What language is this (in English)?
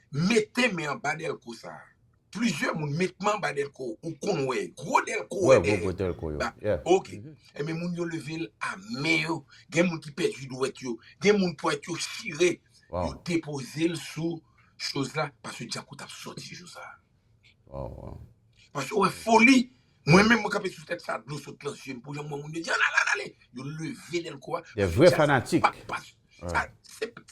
Haitian Creole